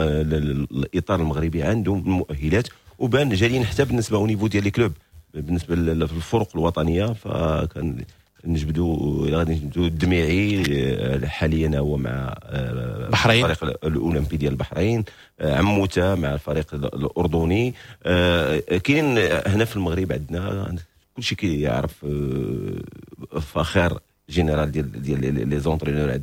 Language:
Moroccan Arabic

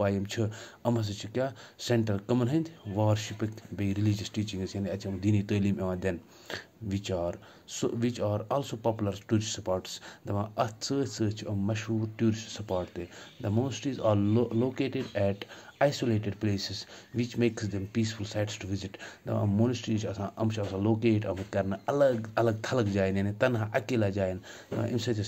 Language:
Kashmiri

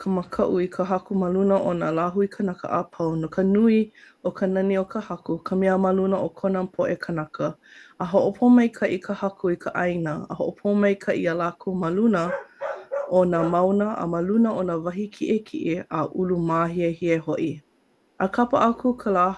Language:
Hawaiian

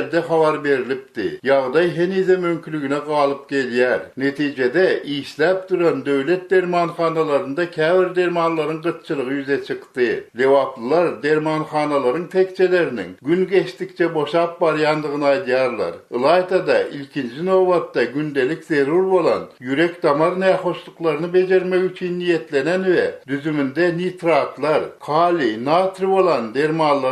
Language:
Turkmen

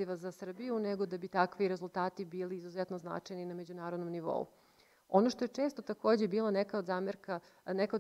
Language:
Serbian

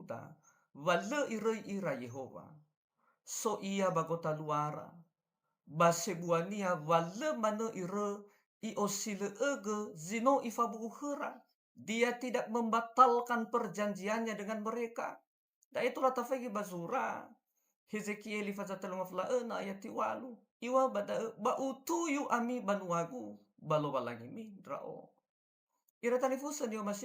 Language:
Nias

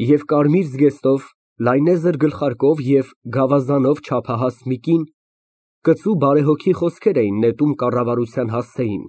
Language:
Armenian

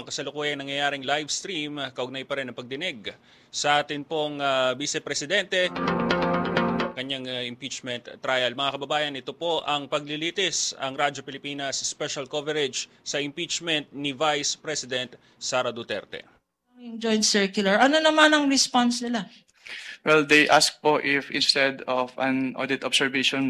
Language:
Filipino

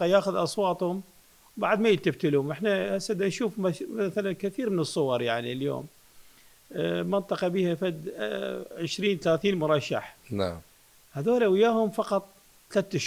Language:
Mesopotamian Arabic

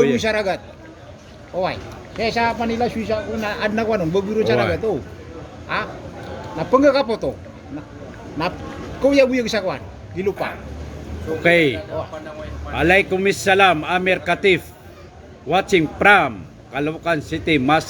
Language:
Maranao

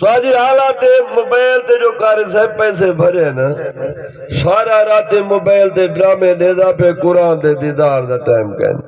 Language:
Saraiki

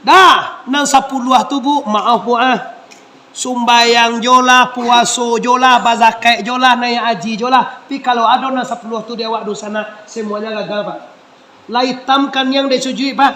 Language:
Minangkabau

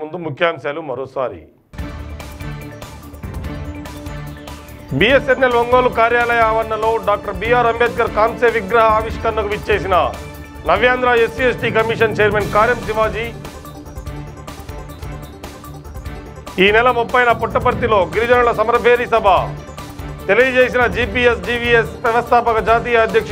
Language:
Telugu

